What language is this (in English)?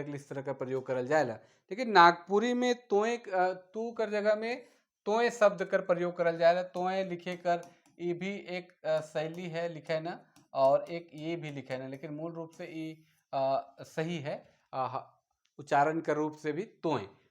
Sadri